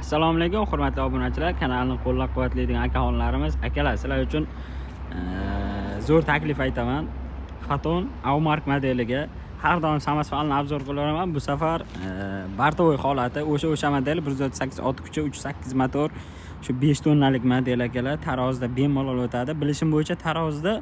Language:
Uzbek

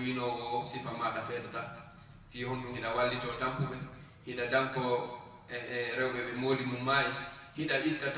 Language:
Fula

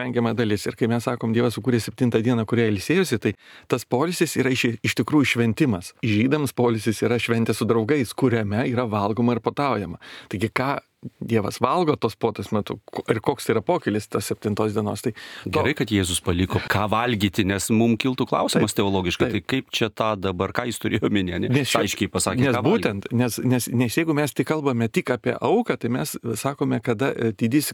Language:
Lithuanian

